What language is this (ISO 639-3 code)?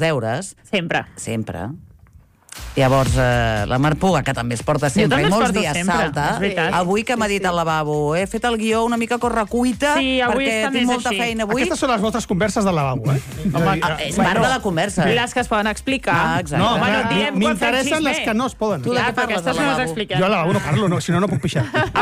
cat